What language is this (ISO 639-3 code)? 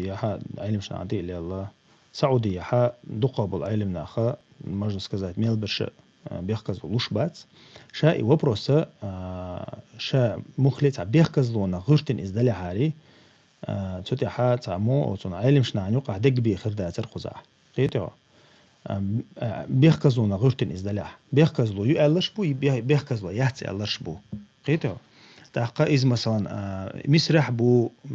che